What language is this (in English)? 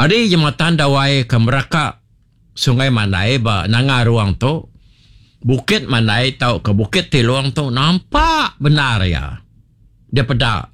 Iban